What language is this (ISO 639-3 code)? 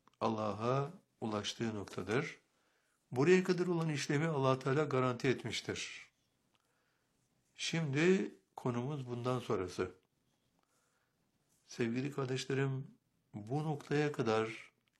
tur